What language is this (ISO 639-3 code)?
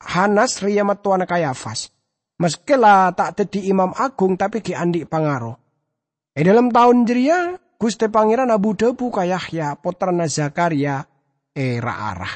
mad